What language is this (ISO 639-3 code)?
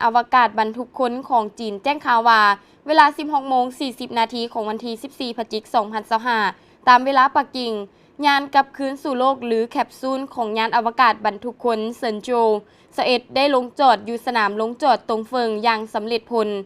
lao